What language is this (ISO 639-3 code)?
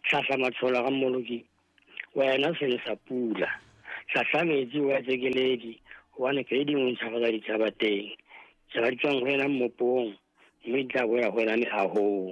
sot